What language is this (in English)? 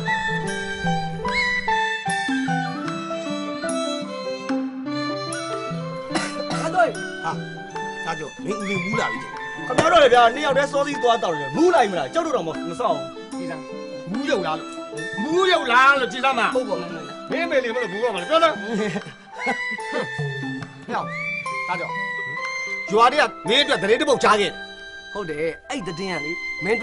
Burmese